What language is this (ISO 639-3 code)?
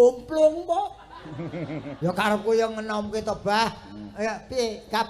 jav